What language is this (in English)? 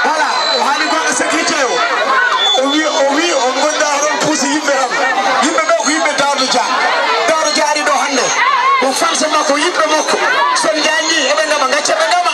Fula